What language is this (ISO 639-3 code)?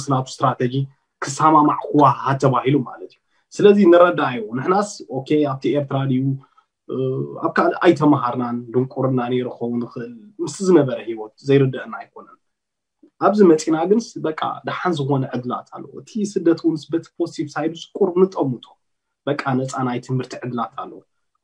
tir